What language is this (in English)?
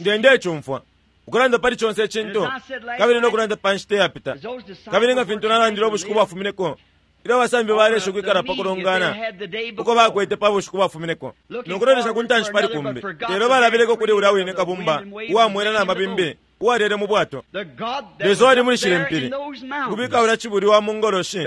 Bemba